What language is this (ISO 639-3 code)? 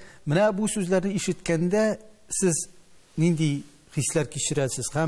tat